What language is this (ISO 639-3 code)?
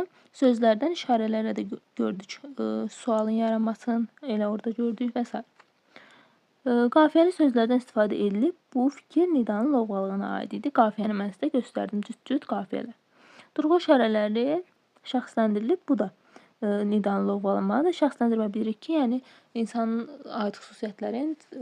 aze